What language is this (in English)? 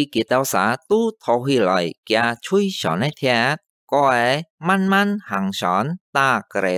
Hakka Chinese